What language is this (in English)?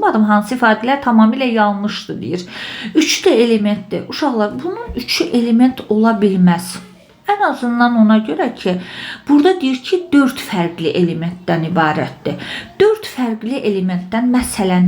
Azerbaijani